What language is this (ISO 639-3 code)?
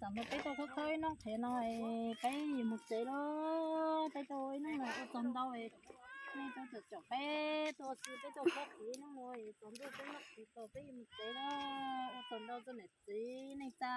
hmn